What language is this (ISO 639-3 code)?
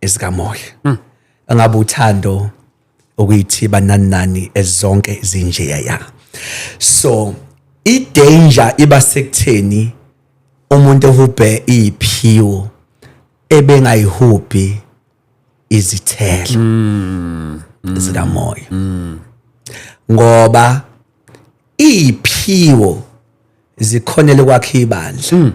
zul